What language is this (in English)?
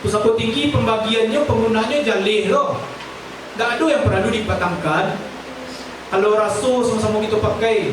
Minangkabau